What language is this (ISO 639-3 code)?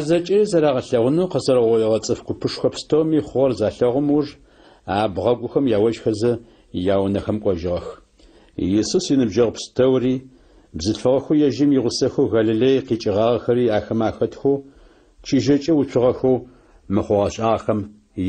ady